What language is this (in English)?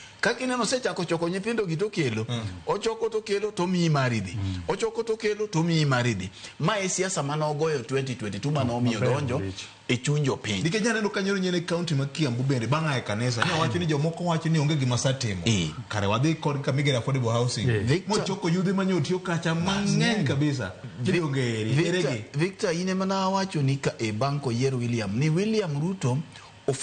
Luo (Kenya and Tanzania)